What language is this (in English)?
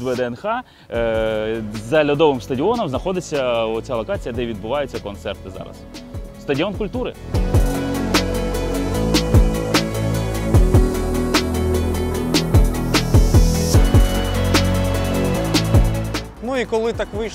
Ukrainian